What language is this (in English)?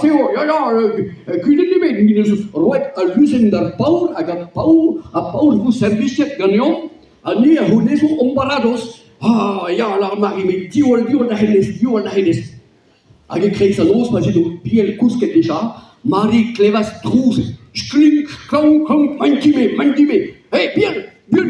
Breton